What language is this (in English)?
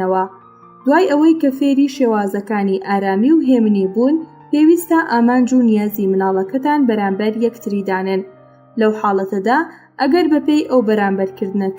Central Kurdish